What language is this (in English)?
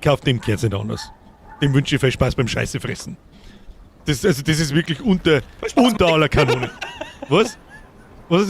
Bavarian